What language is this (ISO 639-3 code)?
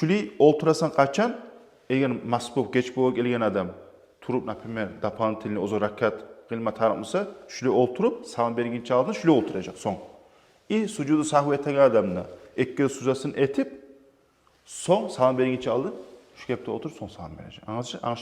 kum